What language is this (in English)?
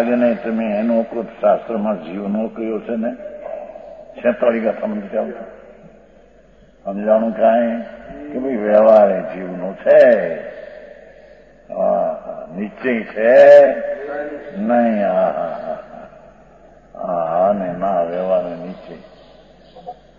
Gujarati